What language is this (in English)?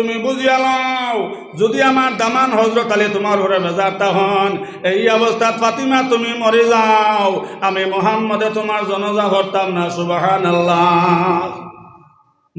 Sylheti